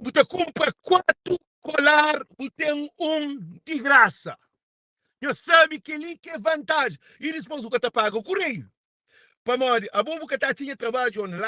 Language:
Kabuverdianu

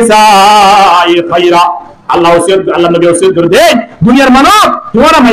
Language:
Rohingya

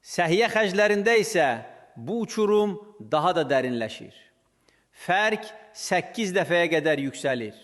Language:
Azerbaijani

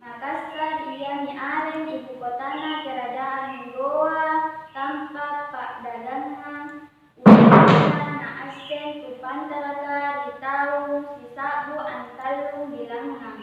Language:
Makasar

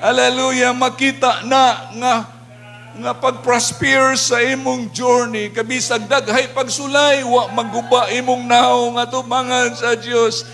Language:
Cebuano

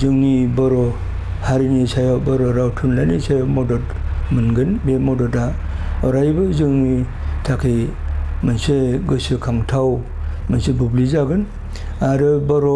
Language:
Bodo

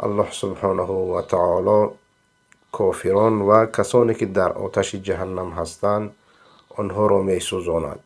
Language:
Persian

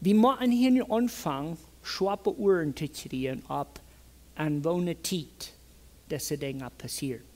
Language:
Plautdietsch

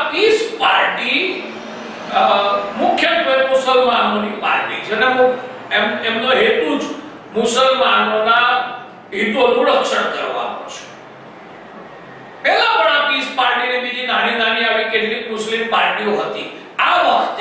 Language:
Gujarati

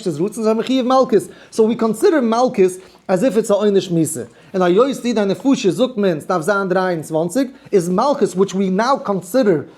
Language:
Yiddish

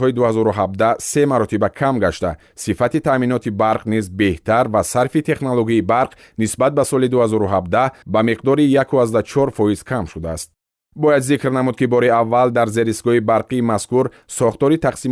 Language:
Tajik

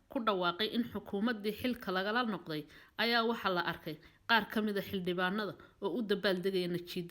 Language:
Somali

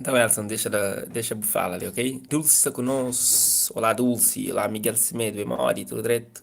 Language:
Kabuverdianu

